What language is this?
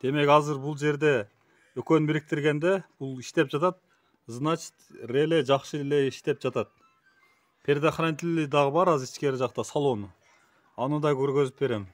Kyrgyz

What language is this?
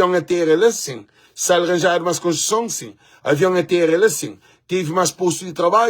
Kabuverdianu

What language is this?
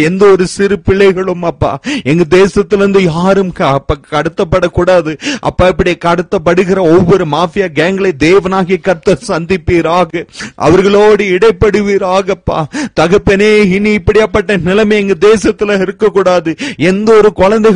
Tamil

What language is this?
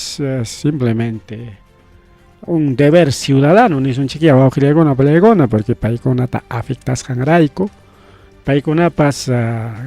Ayacucho Quechua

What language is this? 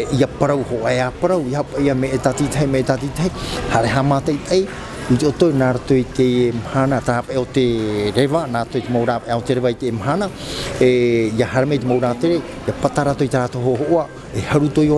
Tahitian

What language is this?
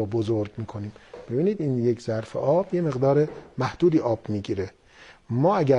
Persian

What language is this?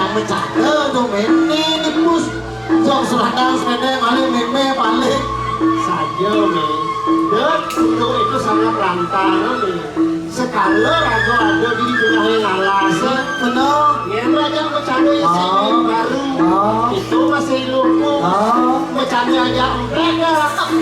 Balinese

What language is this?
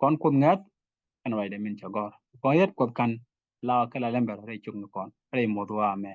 Nuer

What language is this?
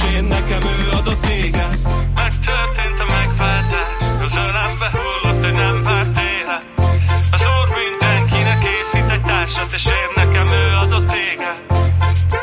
Hungarian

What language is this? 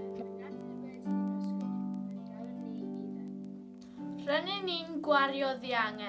Welsh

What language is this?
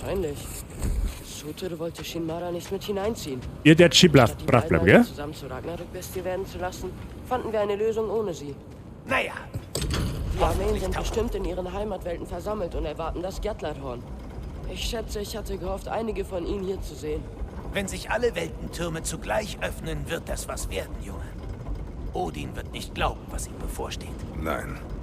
Bavarian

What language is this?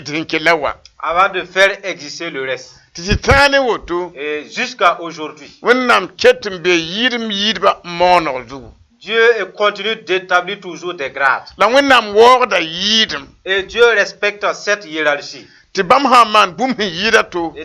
Mossi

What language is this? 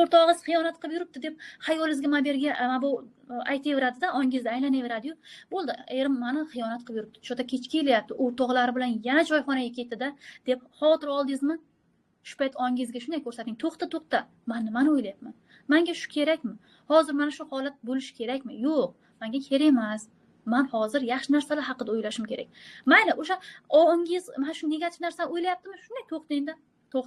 Uzbek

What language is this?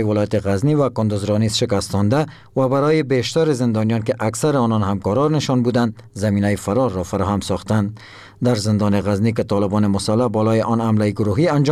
Persian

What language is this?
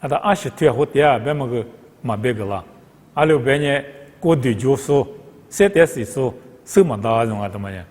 Lisu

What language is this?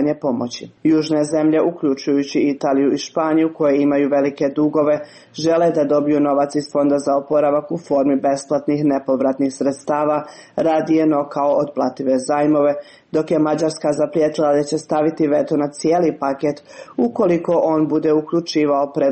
Serbian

